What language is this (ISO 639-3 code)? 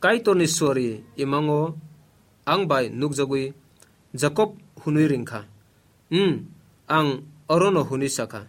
trp